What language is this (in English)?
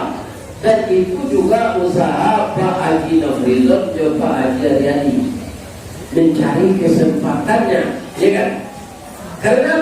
Minangkabau